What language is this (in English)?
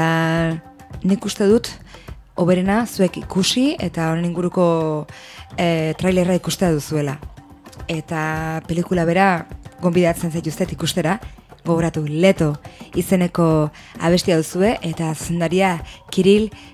Basque